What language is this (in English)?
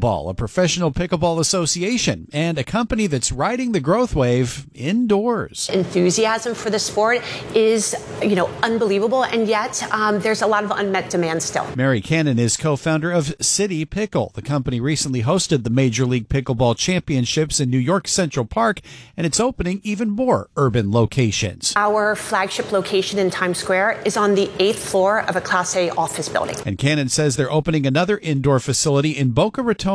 English